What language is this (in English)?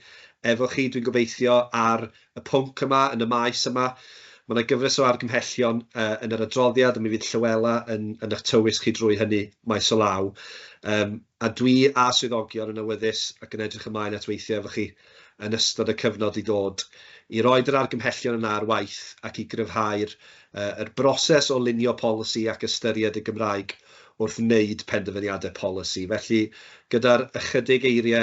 Welsh